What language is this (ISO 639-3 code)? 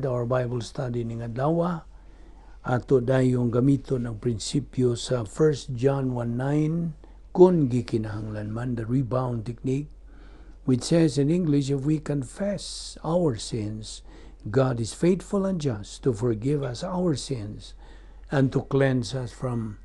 ceb